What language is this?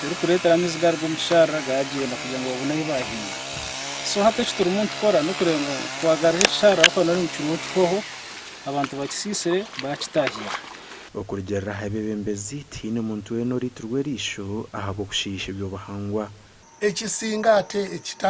Nyankole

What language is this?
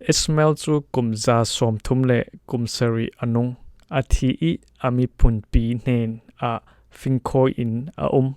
Falam Chin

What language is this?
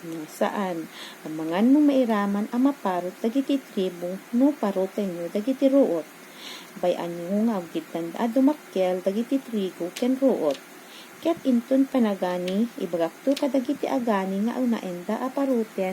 Iloko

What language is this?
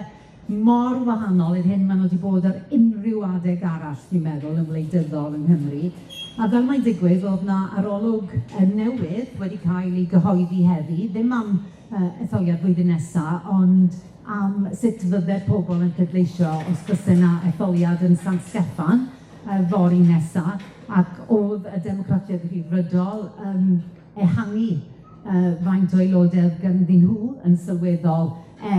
Welsh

